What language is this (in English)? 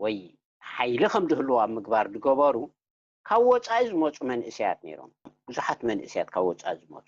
Tigrinya